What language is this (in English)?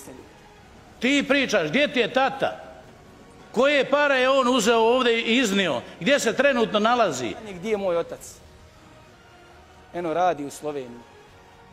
Bosnian